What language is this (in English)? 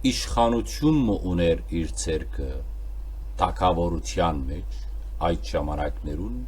Western Armenian